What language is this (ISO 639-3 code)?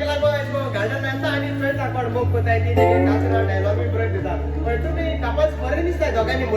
kok